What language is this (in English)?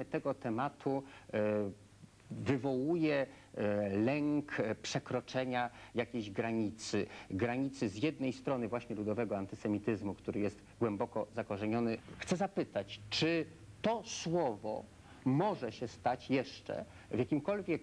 Polish